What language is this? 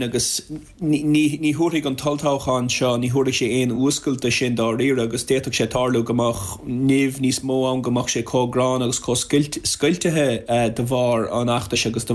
Irish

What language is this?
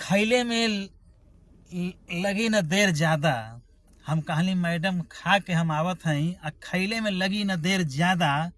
Bhojpuri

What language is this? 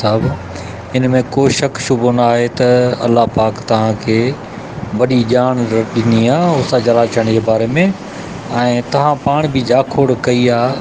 Sindhi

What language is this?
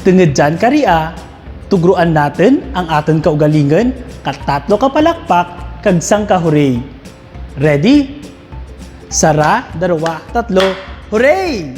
Kinaray-a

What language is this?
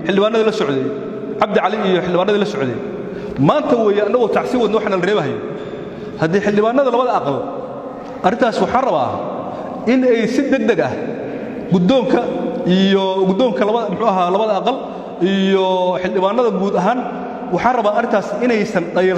Somali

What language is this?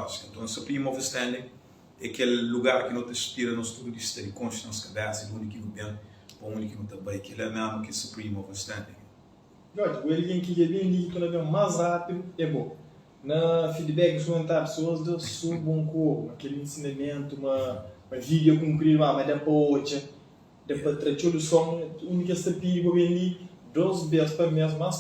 Kabuverdianu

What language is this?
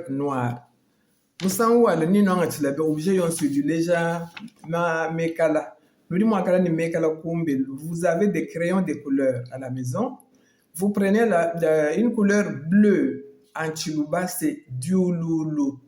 Luba-Lulua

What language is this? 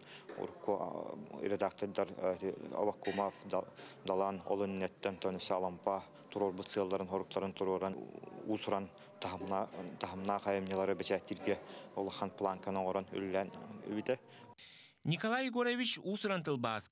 Yakut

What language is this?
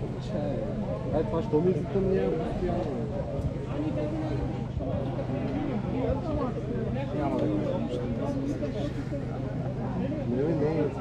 Bulgarian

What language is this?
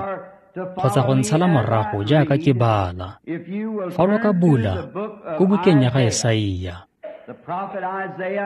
Tswana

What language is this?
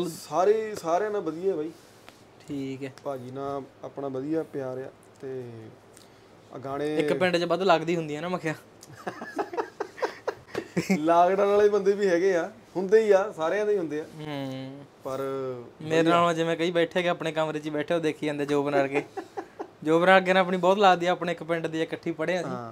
Punjabi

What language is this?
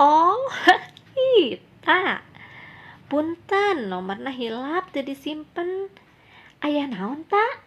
Sundanese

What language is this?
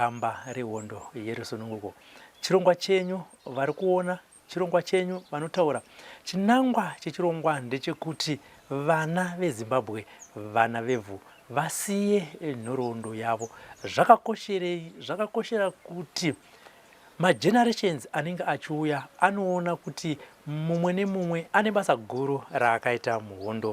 Shona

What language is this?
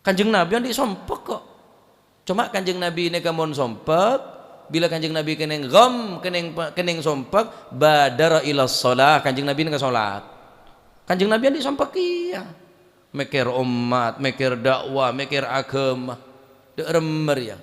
Madurese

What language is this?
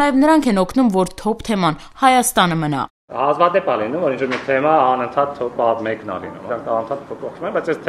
Armenian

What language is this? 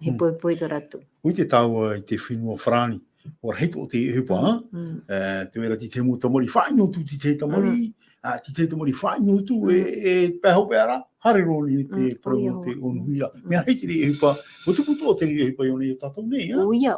Tahitian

